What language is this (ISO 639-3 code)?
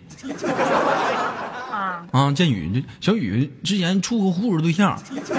zho